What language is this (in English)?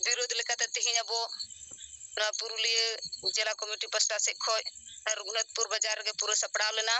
Santali